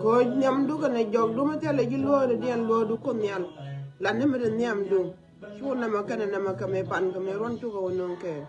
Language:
Nuer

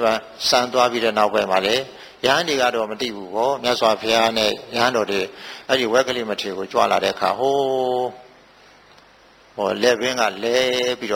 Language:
Burmese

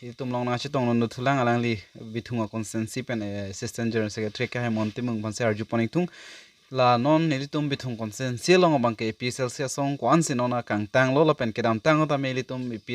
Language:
Karbi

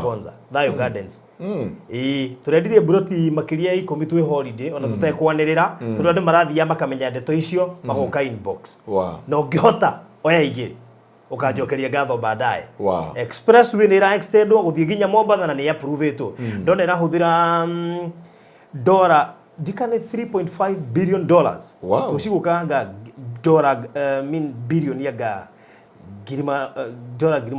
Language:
Kikuyu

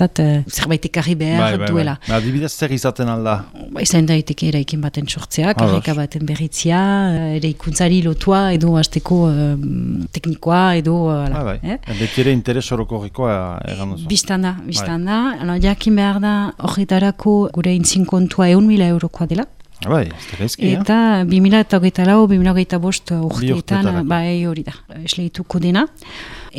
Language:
Basque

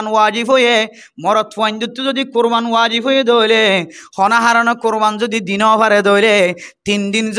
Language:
Rohingya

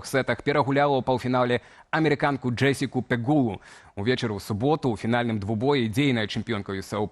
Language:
Belarusian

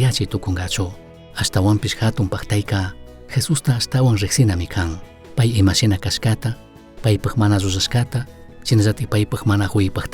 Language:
Chimborazo Highland Quichua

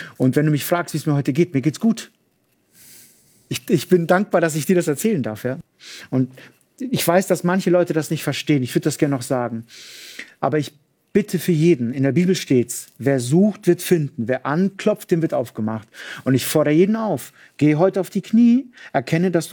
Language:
German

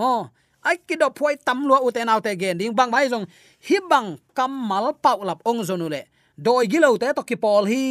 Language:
Tedim Chin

